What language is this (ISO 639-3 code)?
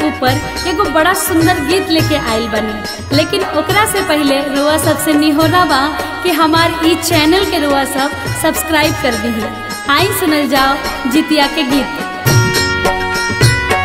bho